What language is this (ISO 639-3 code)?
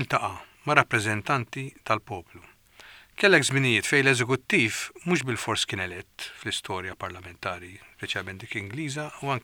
mlt